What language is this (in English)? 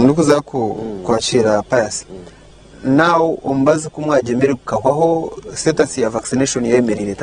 Nyankole